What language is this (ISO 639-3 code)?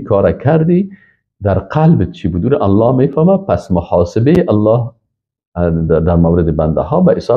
fas